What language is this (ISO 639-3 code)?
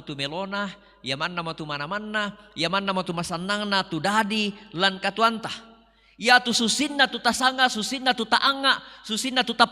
sda